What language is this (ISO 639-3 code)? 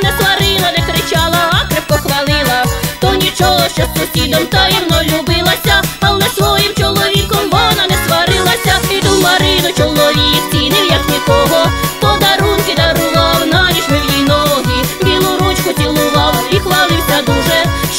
ukr